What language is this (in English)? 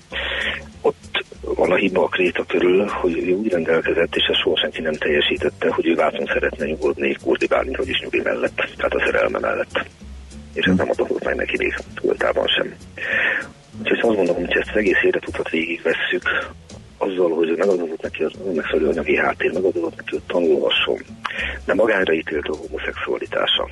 Hungarian